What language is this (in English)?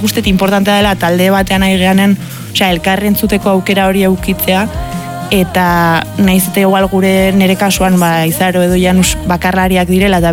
Basque